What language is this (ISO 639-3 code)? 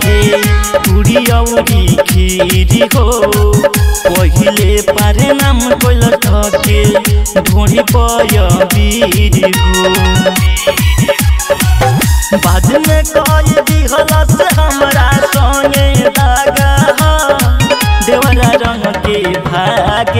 bho